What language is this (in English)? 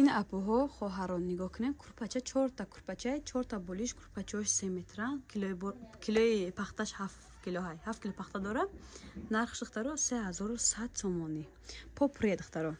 Tajik